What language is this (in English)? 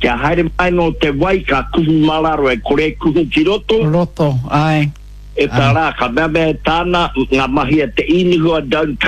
Māori